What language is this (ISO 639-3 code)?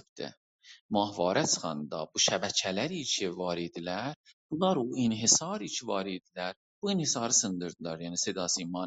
azb